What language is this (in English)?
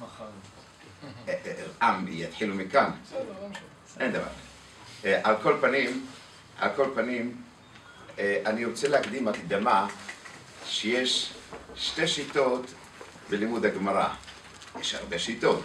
Hebrew